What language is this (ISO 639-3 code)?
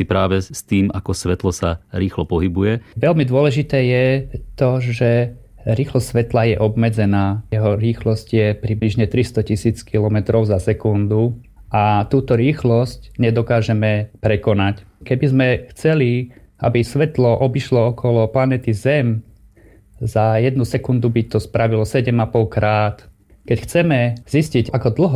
slk